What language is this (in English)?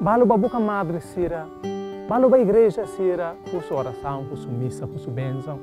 Tetum